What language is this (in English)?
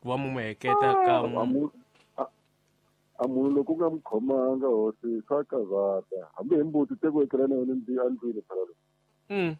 Tsonga